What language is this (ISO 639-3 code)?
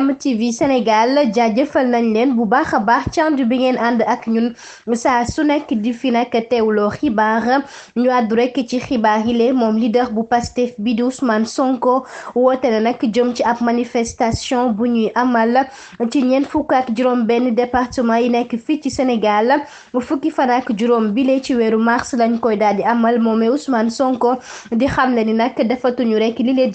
wol